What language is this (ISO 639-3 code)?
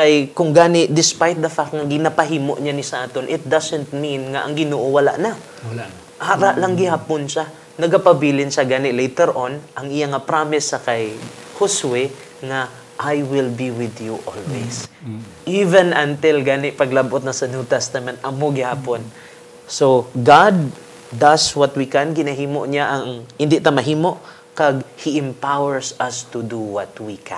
hil